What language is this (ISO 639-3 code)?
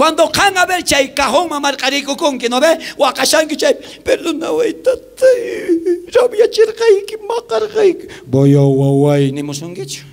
quh